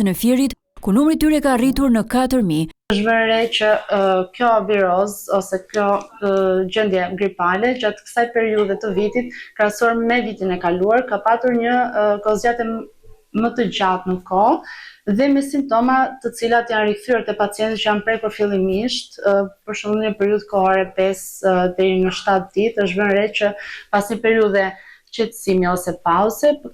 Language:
Albanian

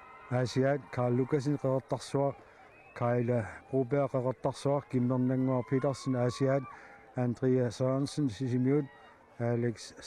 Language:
Kalaallisut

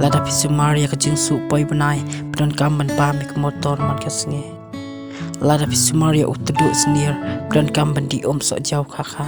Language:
Khasi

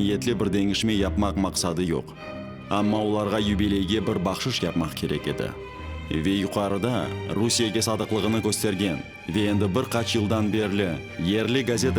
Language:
Crimean Tatar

